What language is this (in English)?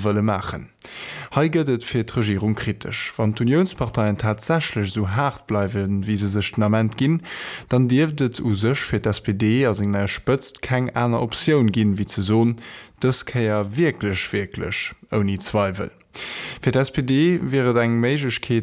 Luxembourgish